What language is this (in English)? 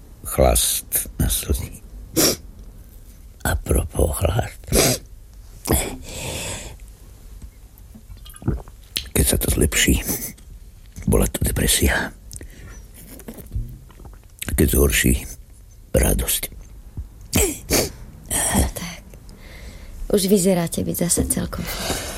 Slovak